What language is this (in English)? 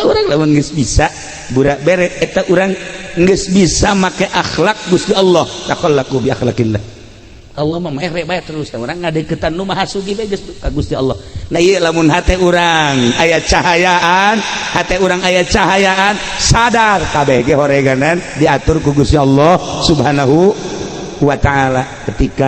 Sundanese